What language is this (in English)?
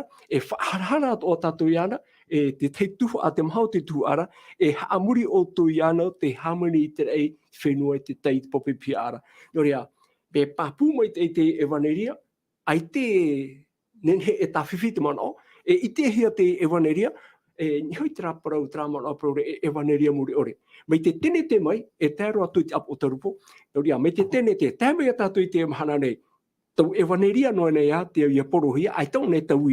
Tahitian